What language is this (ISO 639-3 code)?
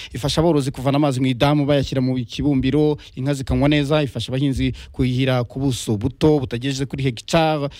kin